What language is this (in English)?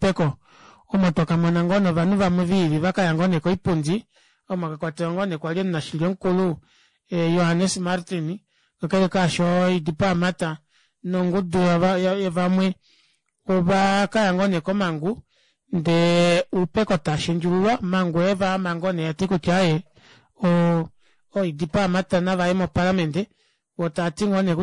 Kuanyama